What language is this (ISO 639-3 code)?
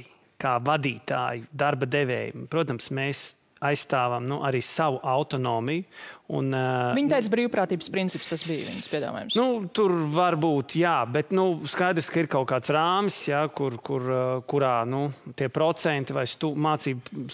lav